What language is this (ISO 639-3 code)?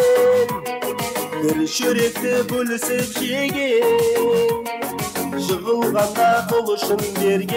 kaz